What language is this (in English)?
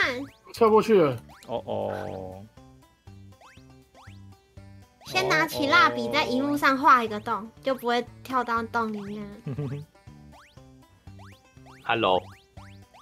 Chinese